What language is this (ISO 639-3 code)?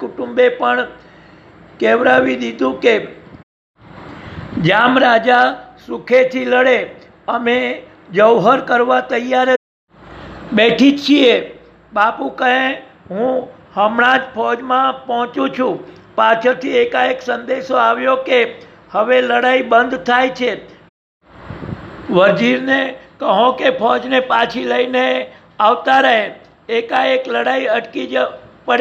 guj